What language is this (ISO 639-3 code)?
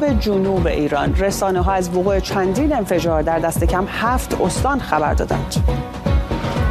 fas